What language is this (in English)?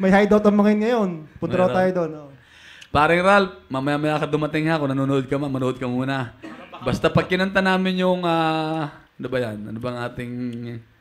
Filipino